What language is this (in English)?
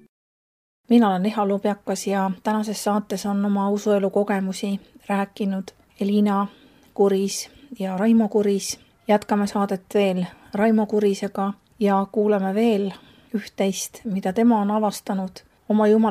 Estonian